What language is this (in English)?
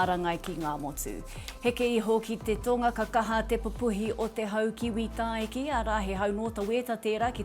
Māori